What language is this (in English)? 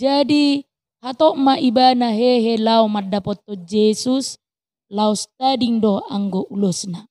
Batak Toba